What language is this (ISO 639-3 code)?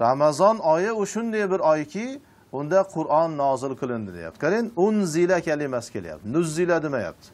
uzb